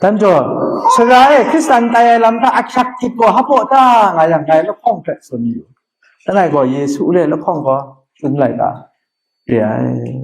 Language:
Kachin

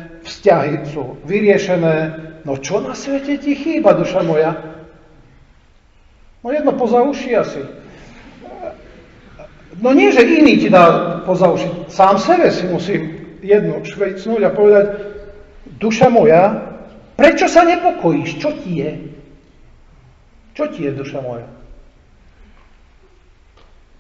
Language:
Slovak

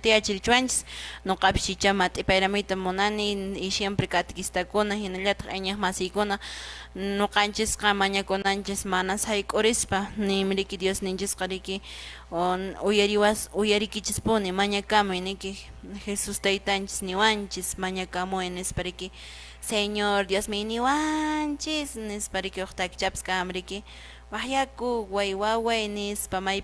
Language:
Quechua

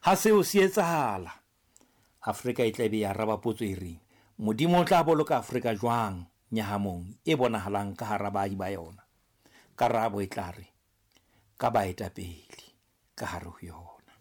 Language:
Southern Sotho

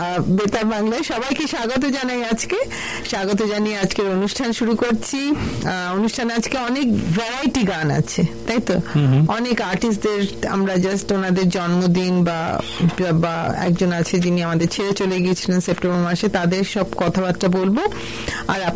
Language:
Bangla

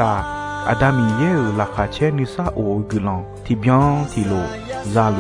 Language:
Akha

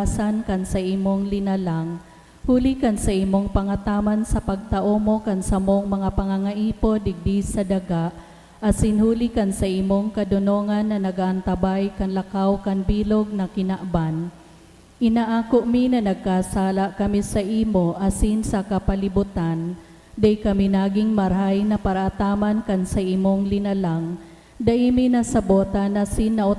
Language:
Bikol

